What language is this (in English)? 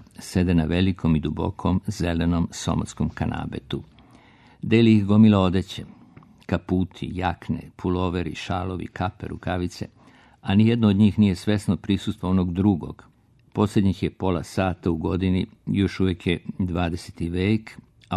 Serbian